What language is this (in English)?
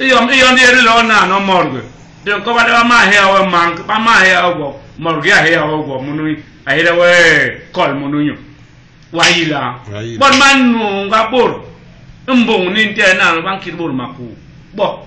Basaa